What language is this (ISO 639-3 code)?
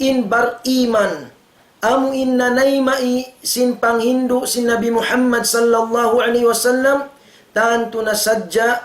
tsg